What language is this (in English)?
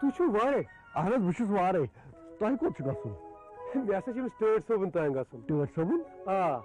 Kashmiri